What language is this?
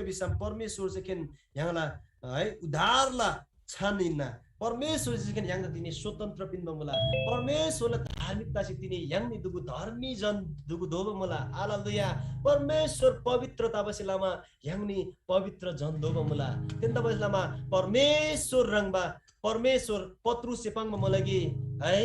Eastern Tamang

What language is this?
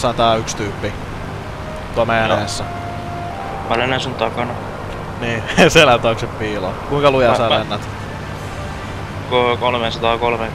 Finnish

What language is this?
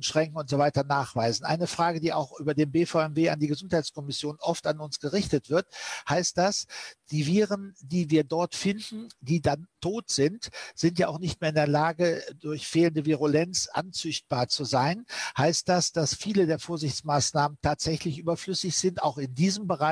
German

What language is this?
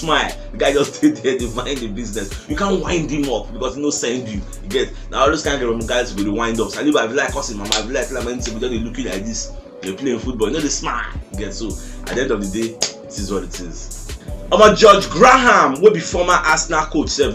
Nigerian Pidgin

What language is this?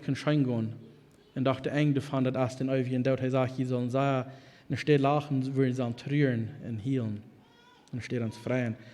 Plautdietsch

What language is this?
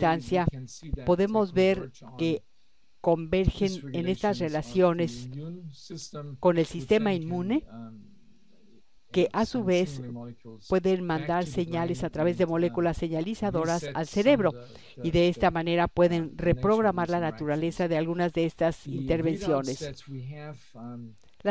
Spanish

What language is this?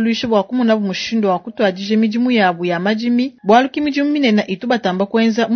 Luba-Lulua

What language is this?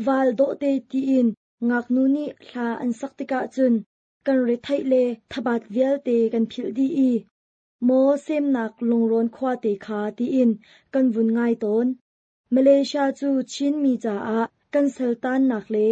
Hakha Chin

